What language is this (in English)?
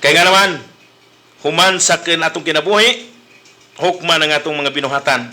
Cebuano